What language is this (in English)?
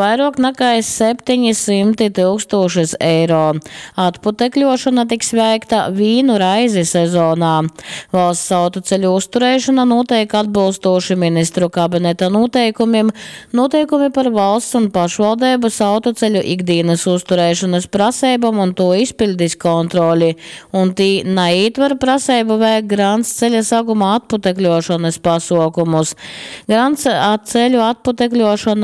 Latgalian